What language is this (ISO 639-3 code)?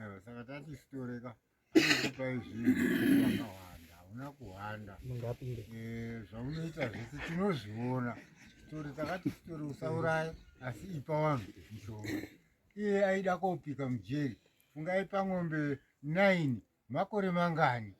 sna